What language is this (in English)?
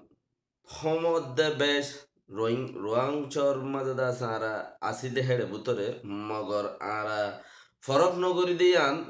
Rohingya